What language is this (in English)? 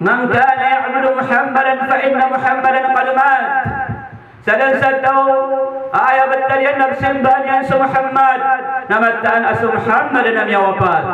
Maranao